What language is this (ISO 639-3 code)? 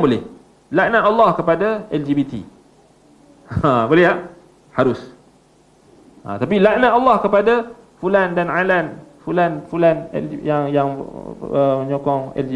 msa